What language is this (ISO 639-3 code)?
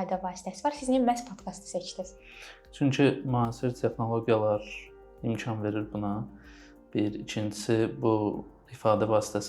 aze